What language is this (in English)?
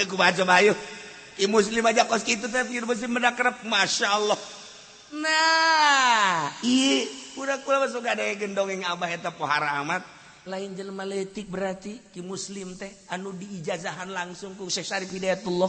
Sundanese